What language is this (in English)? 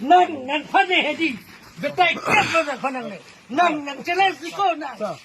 Karbi